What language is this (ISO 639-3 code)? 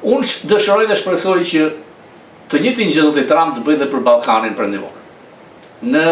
sqi